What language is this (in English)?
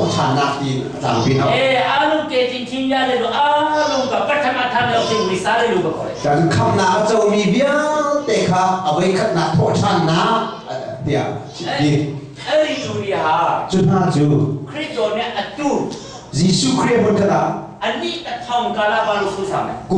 Hakha Chin